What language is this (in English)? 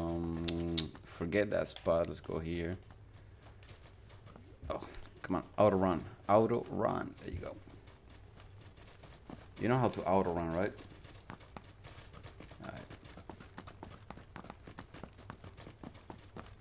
English